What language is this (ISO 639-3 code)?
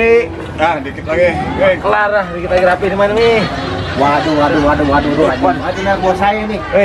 bew